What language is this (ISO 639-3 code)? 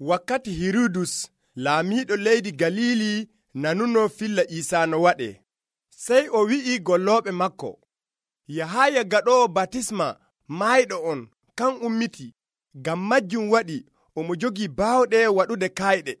fuv